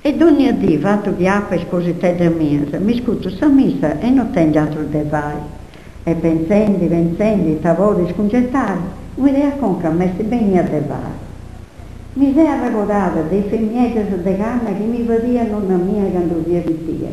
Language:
Sardinian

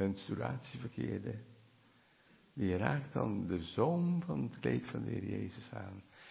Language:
Dutch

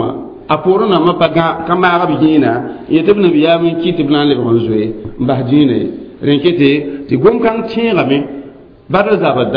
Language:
Mossi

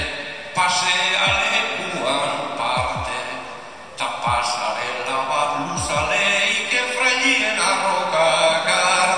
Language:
Basque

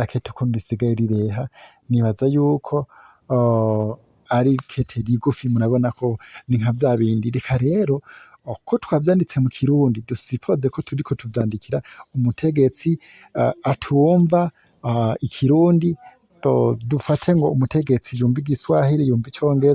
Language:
Rundi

